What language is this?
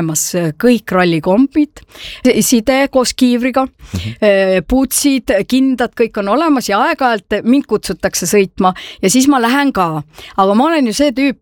Estonian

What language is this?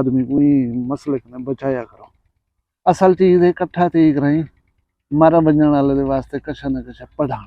Saraiki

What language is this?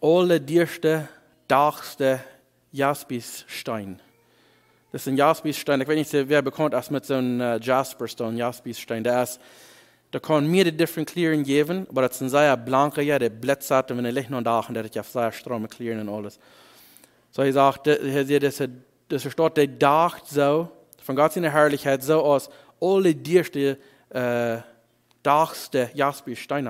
Plautdietsch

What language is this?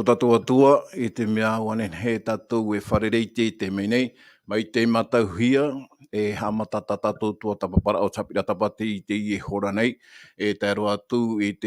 Tahitian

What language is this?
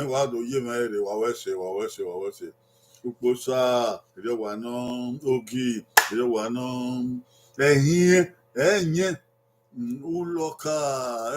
Bini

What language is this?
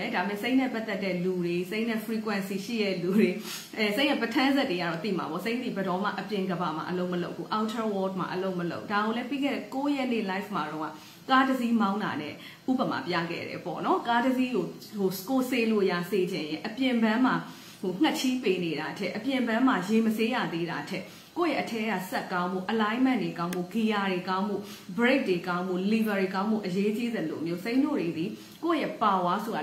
Burmese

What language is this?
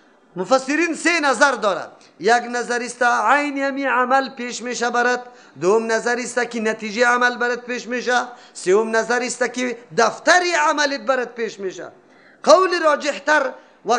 Persian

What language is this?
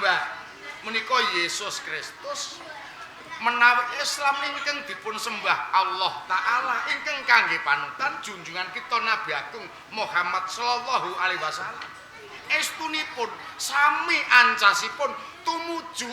Javanese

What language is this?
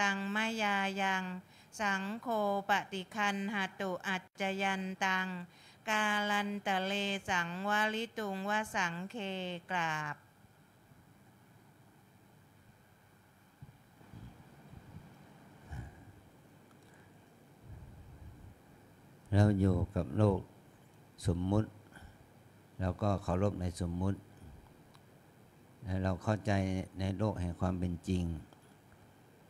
Thai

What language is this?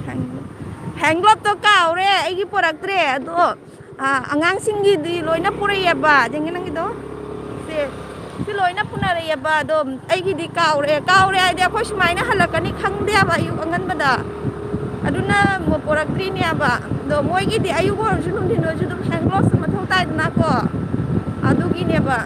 Manipuri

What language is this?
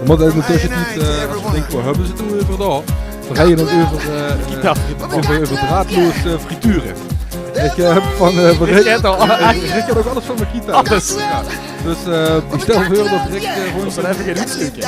Limburgish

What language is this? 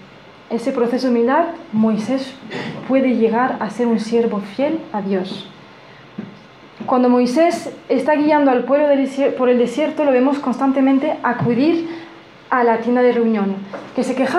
Spanish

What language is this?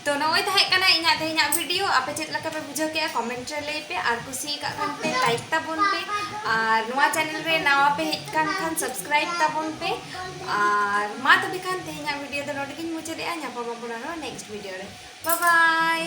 Santali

